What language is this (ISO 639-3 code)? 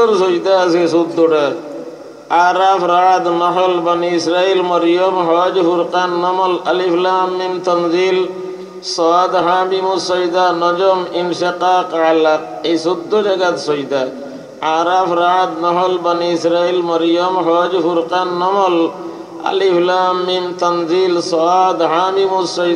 syl